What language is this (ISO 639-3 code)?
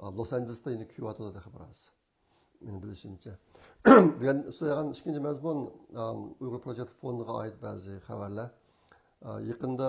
uig